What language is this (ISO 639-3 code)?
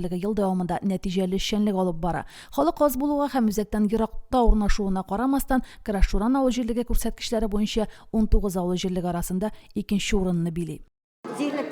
tat